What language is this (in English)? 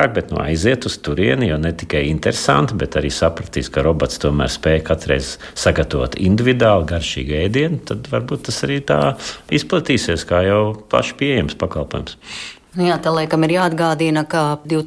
Latvian